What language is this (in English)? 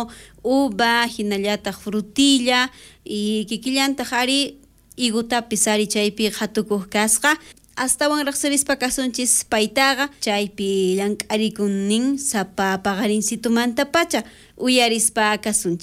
South Bolivian Quechua